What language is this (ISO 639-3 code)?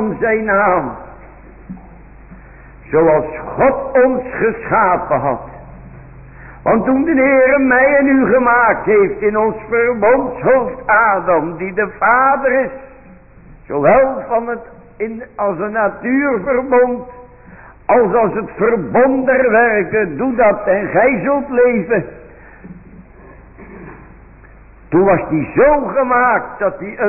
nld